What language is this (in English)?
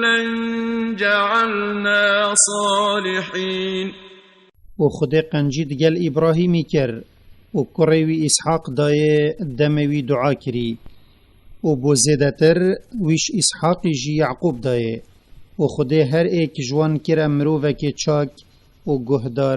Kurdish